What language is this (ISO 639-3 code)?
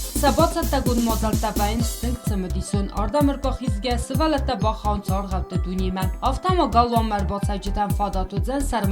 oss